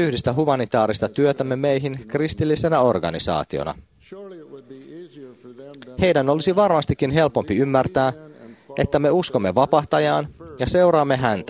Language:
Finnish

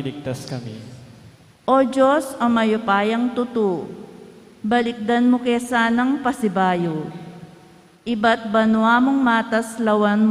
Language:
Pampanga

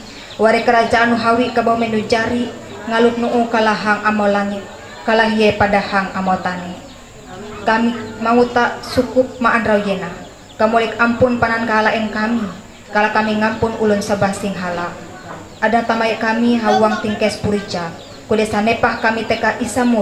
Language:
Ma'anyan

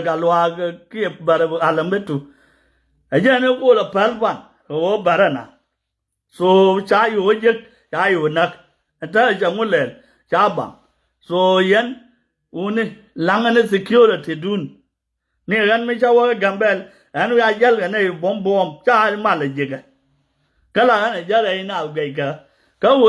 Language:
Nuer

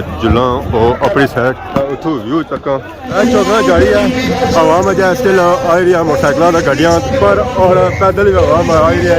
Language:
Pahari-Potwari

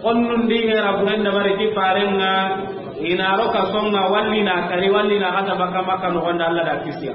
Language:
Soninke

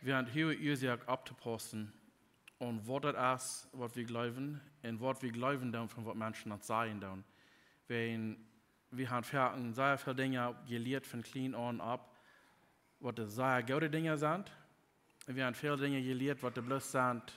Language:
Plautdietsch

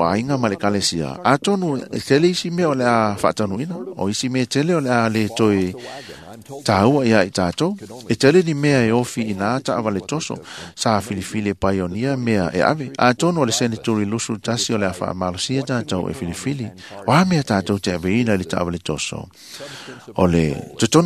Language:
Samoan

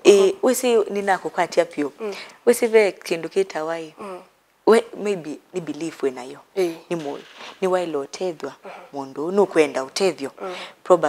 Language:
Kamba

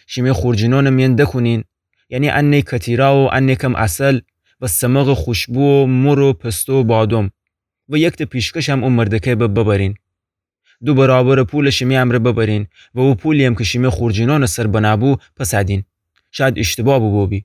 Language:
Gilaki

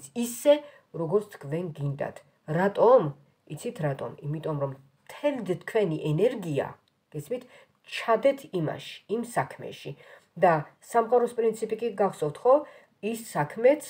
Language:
Georgian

